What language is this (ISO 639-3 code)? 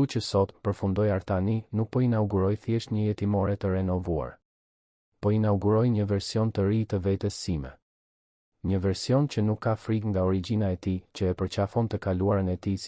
sqi